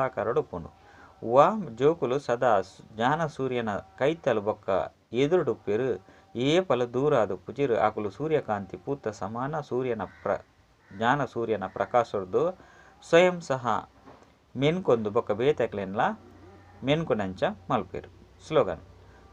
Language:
Tulu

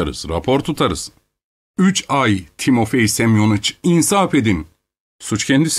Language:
Turkish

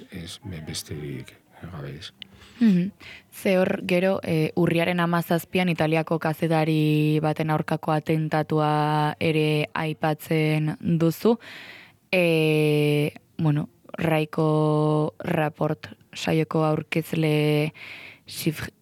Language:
Basque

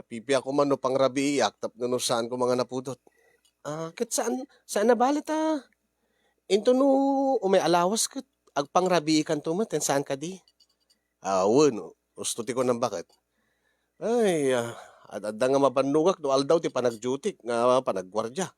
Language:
Iloko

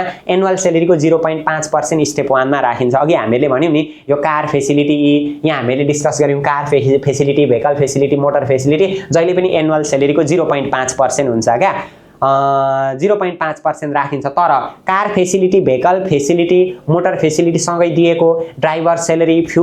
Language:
Nepali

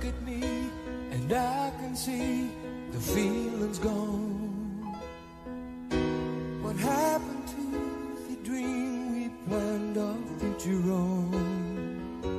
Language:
English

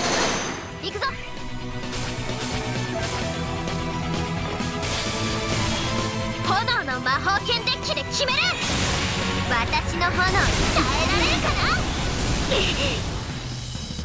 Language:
Japanese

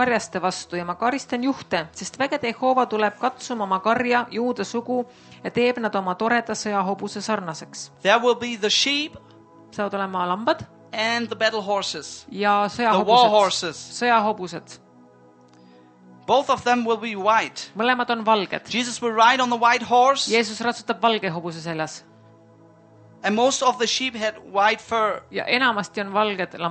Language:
Estonian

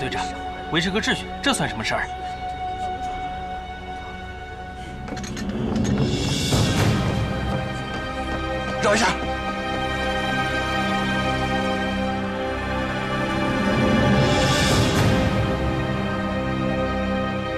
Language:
Chinese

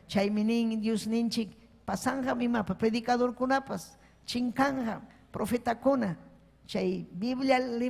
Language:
Ayacucho Quechua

